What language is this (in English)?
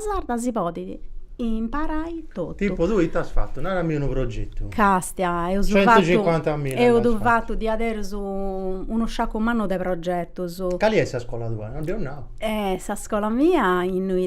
Sardinian